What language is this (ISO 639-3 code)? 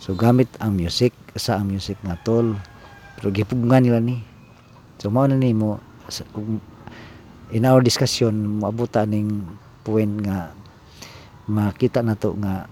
ceb